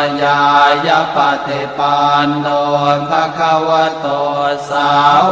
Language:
Pali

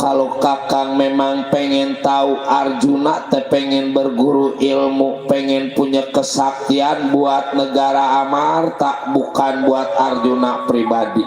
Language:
Betawi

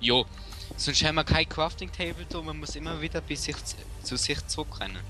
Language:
Swiss German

